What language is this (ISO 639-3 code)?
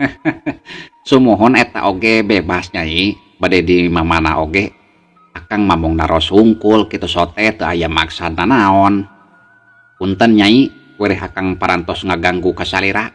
sun